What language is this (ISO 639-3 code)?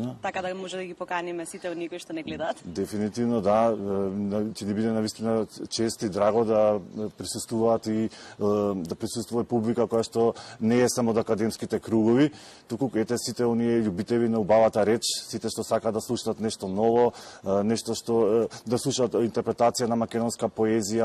mkd